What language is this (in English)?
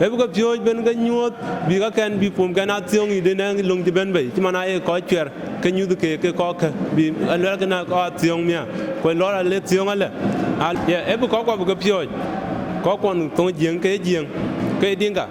Dinka